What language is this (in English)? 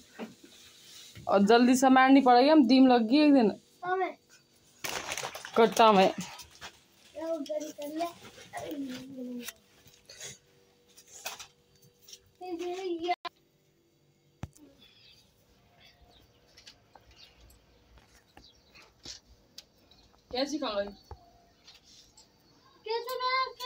Hindi